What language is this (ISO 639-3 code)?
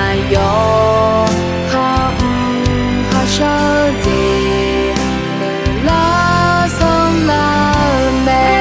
ahk